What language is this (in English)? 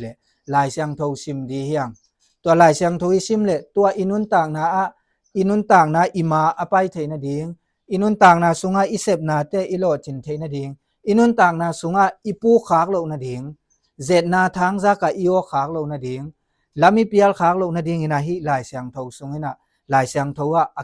Tedim Chin